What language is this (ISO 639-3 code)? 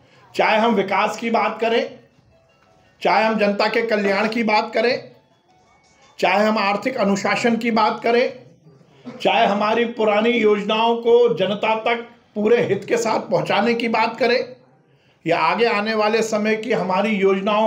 hin